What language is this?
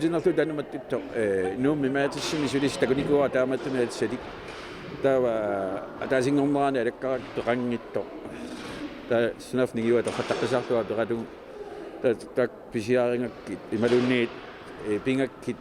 Kalaallisut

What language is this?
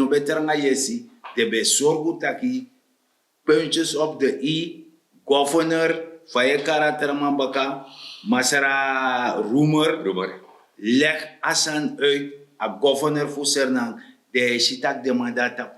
Sranan Tongo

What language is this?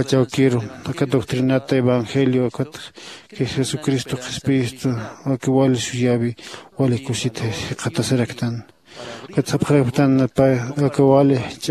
Aymara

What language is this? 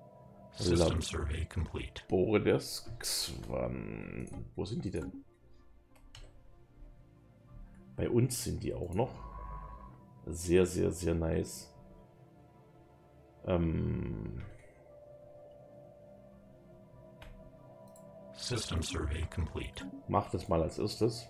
German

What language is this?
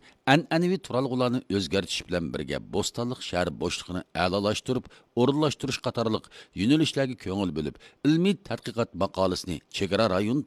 Uyghur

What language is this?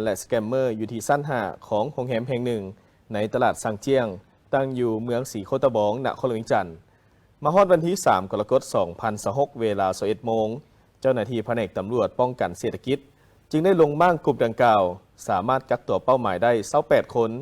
Lao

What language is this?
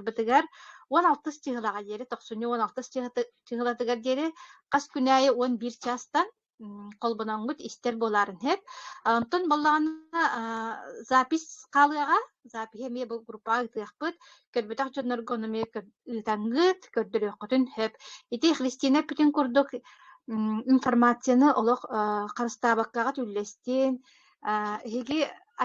Yakut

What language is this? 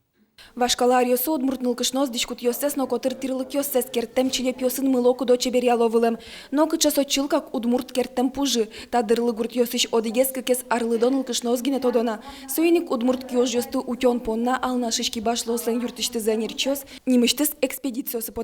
Udmurt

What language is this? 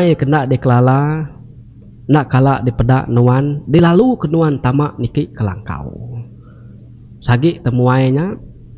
Iban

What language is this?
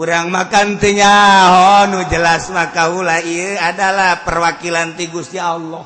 Sundanese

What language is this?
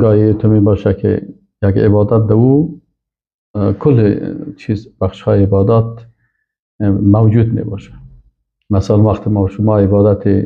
Persian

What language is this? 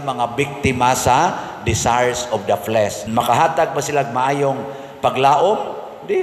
Cebuano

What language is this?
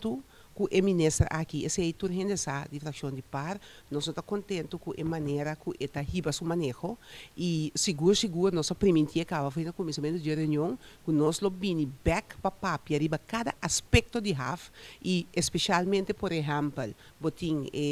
Papiamento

